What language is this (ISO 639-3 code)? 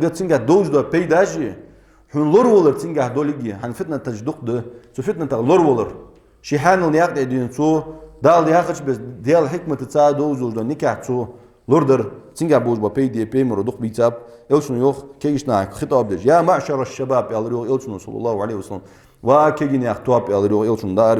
inh